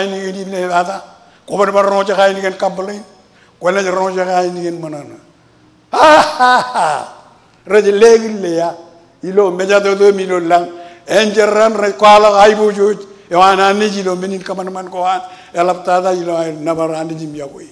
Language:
Marshallese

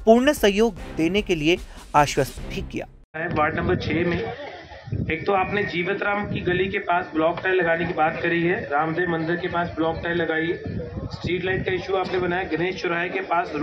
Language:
Hindi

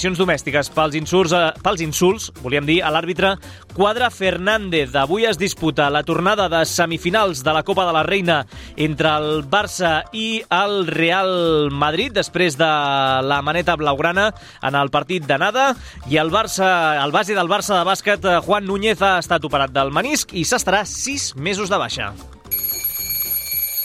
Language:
Catalan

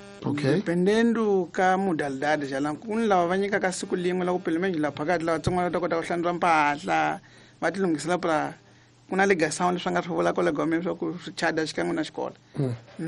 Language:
Tsonga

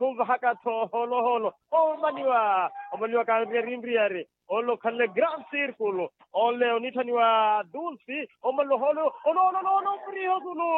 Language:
Makhuwa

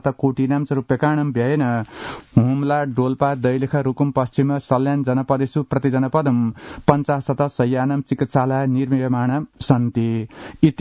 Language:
Sanskrit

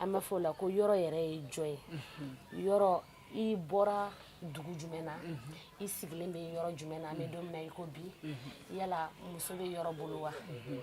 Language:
Bambara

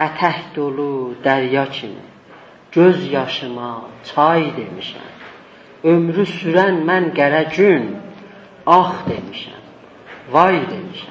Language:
South Azerbaijani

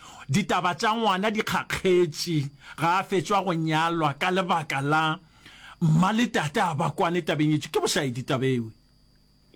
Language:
Northern Sotho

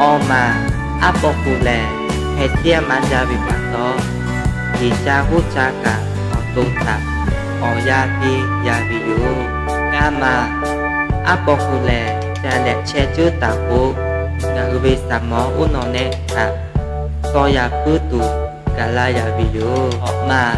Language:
Lahu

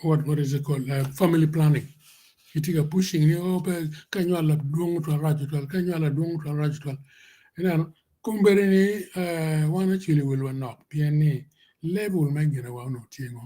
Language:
Acoli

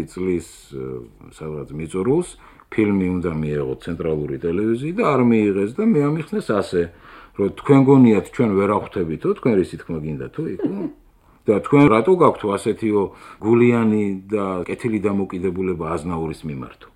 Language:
Georgian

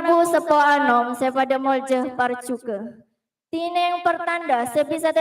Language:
Madurese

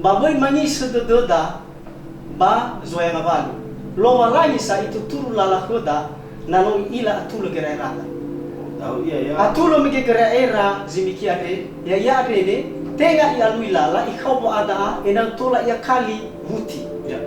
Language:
Nias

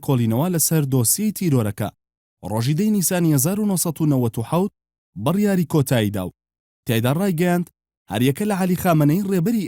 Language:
Central Kurdish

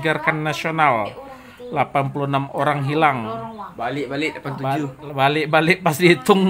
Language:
Minangkabau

